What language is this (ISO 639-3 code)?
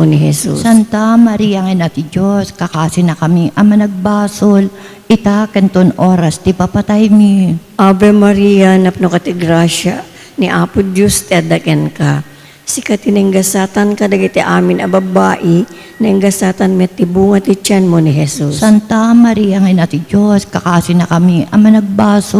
ilo